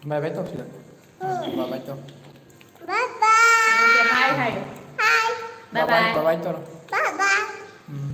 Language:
Manipuri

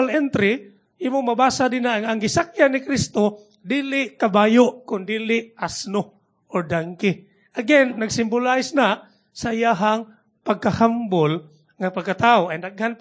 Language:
Cebuano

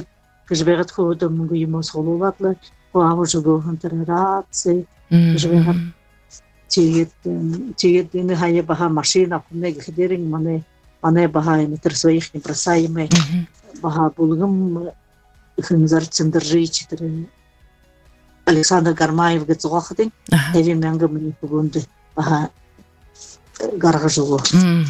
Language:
Buriat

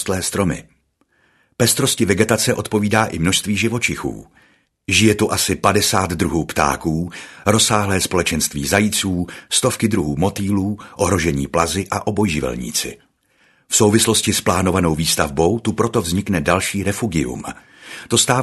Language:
Czech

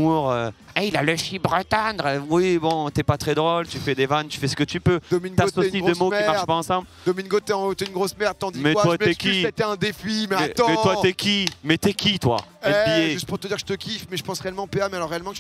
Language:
French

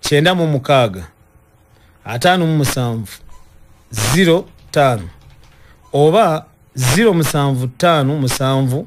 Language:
Ganda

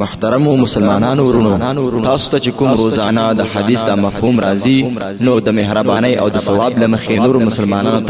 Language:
Pashto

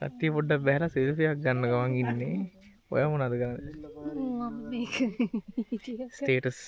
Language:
Sinhala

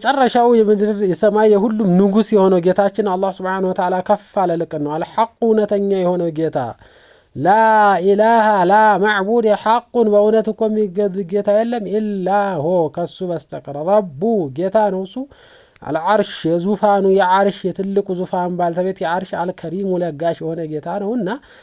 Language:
Amharic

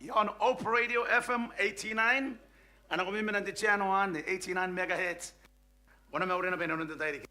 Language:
Gilbertese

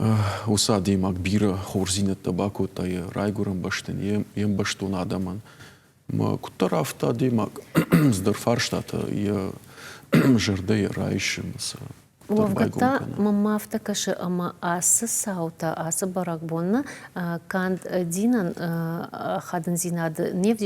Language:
Ossetic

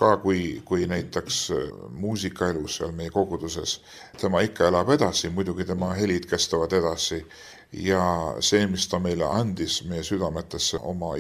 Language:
Estonian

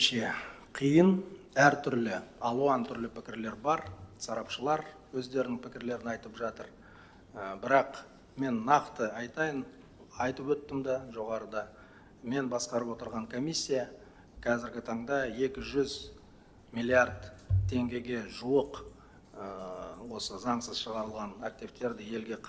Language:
Kazakh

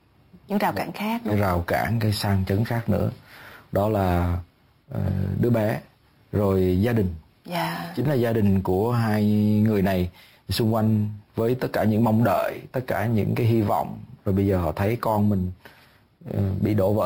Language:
Vietnamese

